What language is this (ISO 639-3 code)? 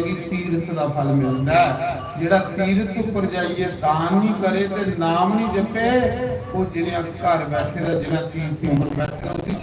doi